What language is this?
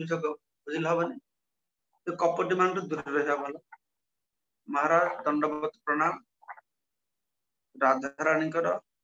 Odia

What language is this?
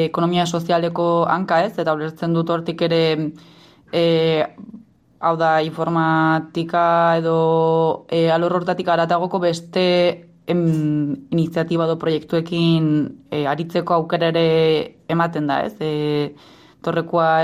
Basque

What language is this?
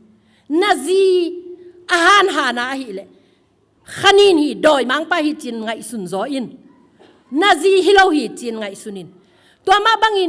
Tedim Chin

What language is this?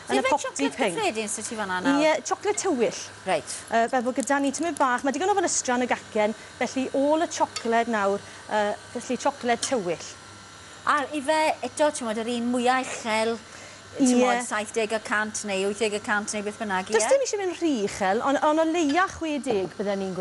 Welsh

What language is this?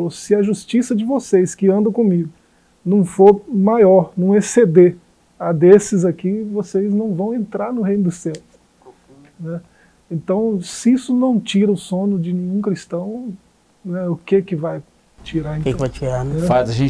Portuguese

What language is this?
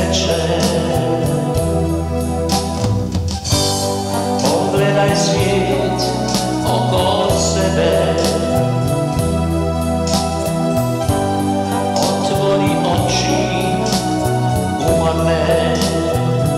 Croatian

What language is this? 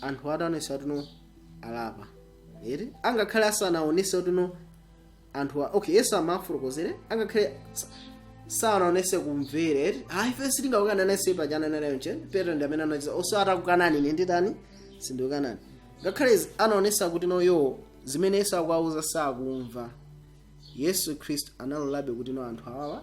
Nyanja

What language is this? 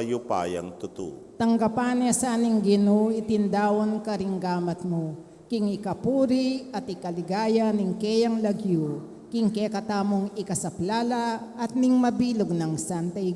Pampanga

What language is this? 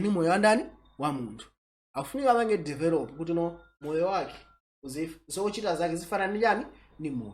Nyanja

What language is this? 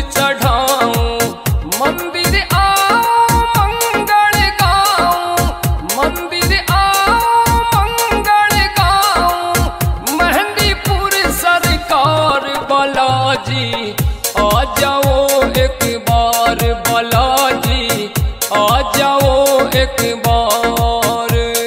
Haryanvi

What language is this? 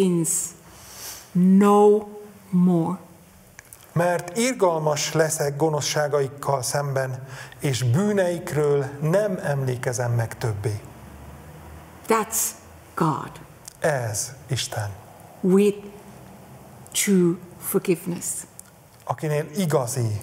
Hungarian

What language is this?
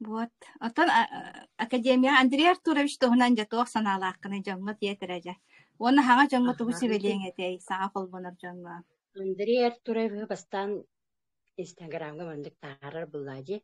Yakut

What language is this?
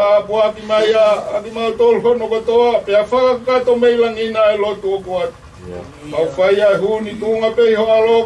Tongan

